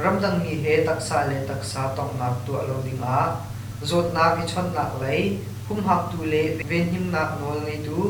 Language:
Hakha Chin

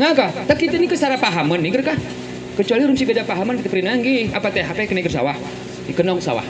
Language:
Gayo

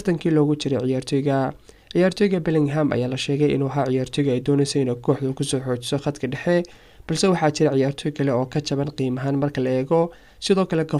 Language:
Somali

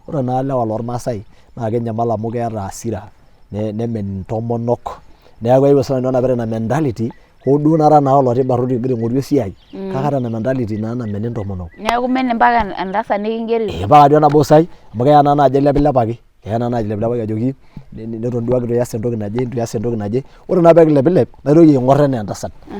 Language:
Masai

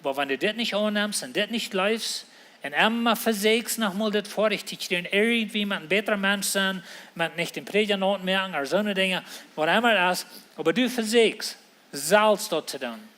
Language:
Plautdietsch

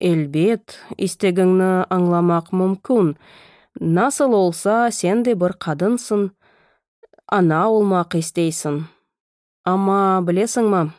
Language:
Crimean Tatar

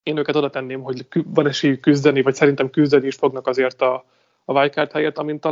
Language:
Hungarian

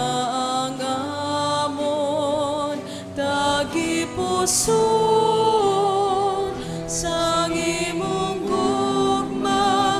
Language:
Hiligaynon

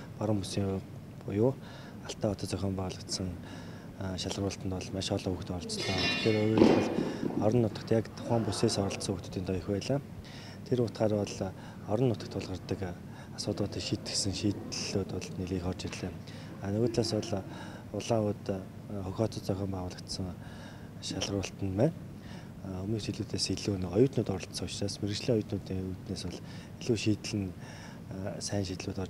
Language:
Mongolian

